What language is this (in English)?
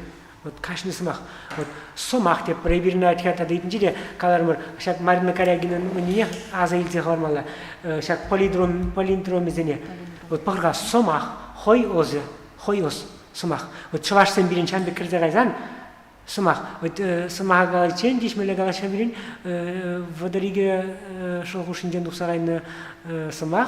Chuvash